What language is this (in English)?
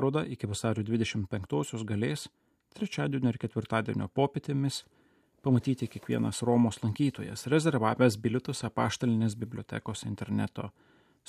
Lithuanian